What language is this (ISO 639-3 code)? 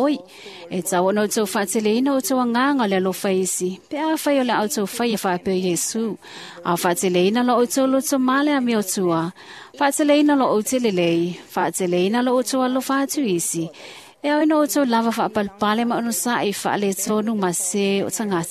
smo